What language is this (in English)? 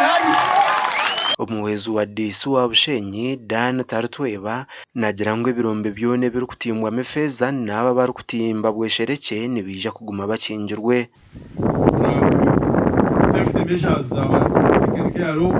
Nyankole